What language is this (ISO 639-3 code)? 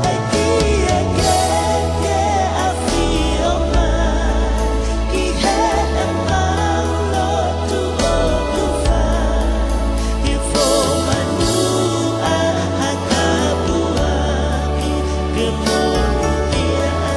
ton